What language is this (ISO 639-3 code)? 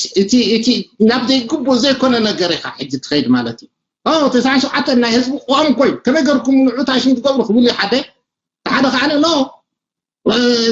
tir